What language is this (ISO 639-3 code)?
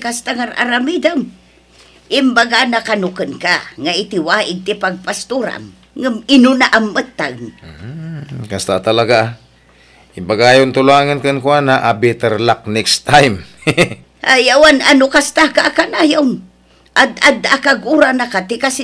ilo